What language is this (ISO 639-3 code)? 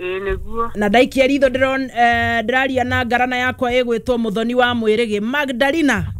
kik